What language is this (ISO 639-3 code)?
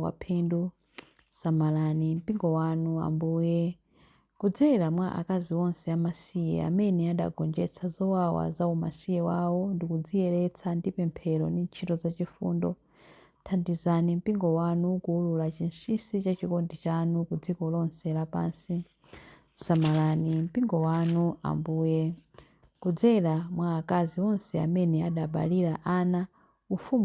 nya